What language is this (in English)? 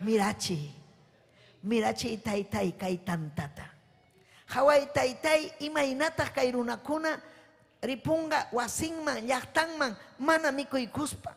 Ayacucho Quechua